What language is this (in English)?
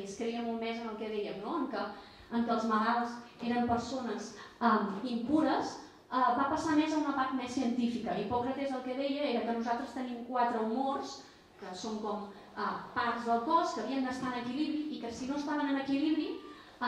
Catalan